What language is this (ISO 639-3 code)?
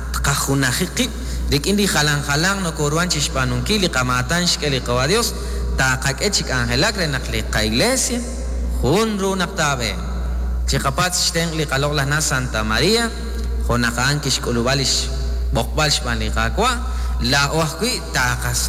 kek